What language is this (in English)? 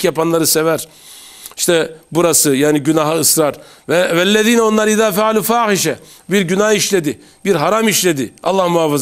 Turkish